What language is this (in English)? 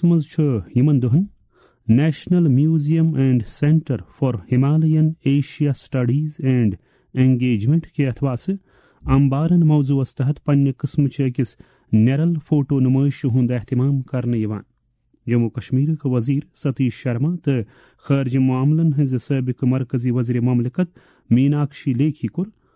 Kashmiri